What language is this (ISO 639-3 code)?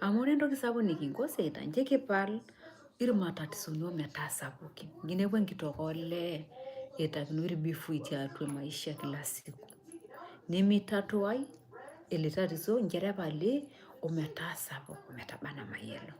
mas